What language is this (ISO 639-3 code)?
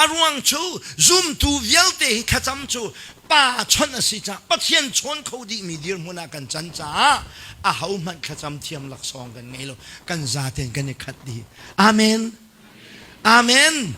cnh